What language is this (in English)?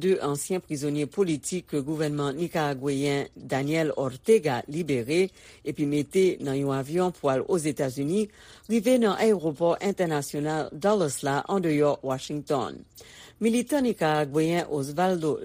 Haitian Creole